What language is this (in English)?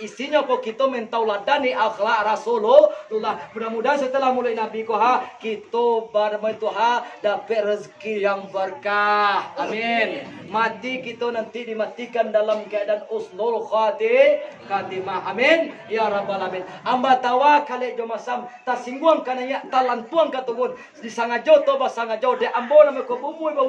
Minangkabau